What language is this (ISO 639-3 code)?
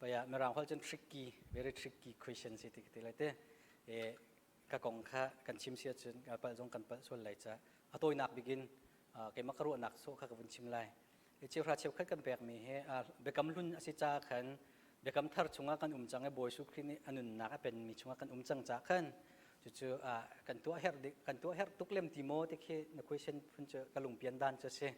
cnh